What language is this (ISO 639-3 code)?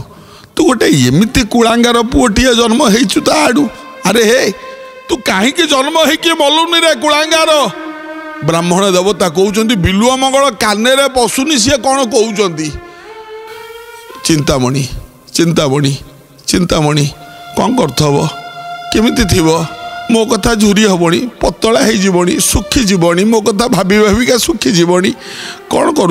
ori